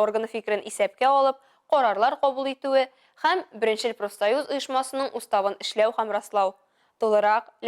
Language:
Tatar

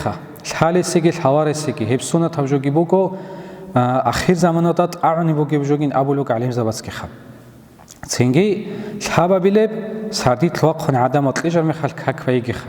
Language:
Avaric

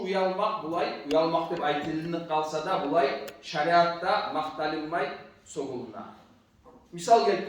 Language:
Kumyk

